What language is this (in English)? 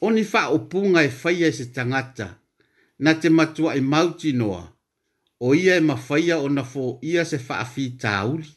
Samoan